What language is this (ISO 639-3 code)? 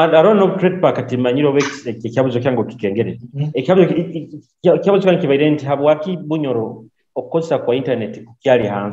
nyo